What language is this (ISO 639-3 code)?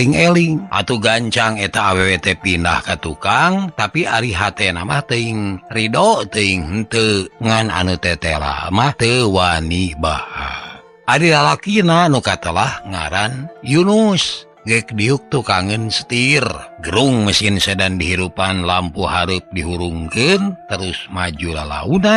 sun